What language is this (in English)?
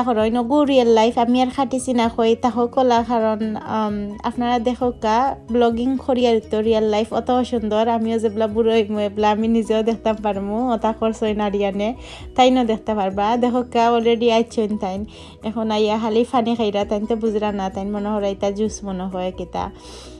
Sylheti